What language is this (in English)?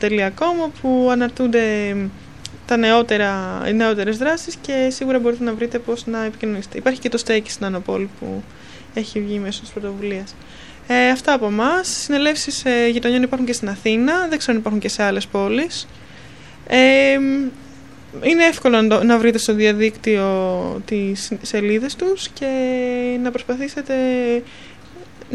Greek